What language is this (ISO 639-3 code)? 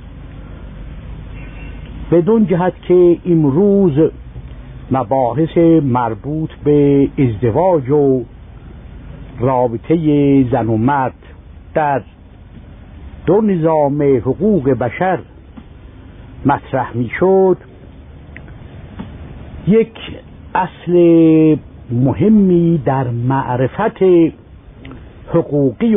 fas